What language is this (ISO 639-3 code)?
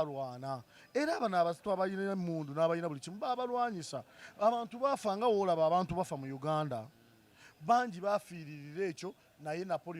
lug